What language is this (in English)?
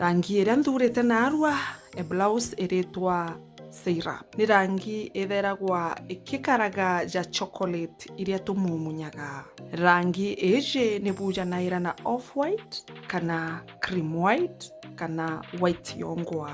Meru